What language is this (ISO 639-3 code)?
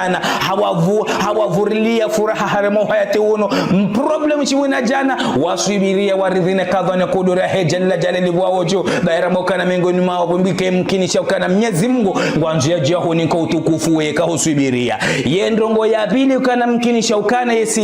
zdj